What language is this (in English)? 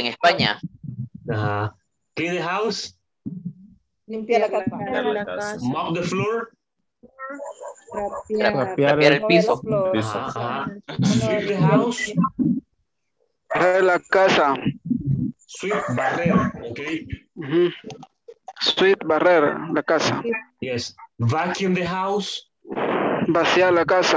Spanish